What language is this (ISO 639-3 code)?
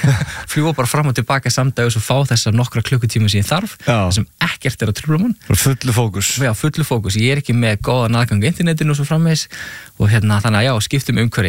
isl